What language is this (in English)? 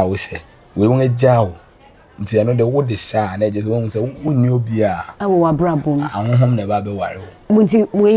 Akan